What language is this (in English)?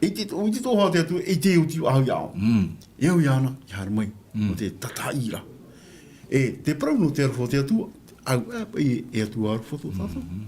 Tahitian